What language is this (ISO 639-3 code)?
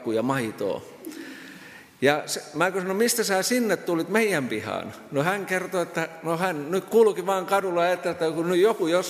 fin